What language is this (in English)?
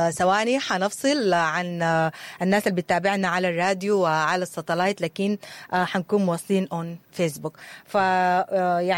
Sudanese Arabic